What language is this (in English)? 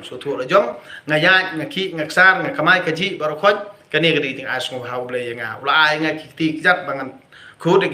Khasi